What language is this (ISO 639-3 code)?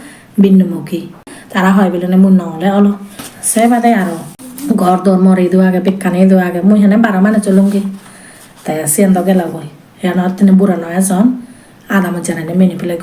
ccp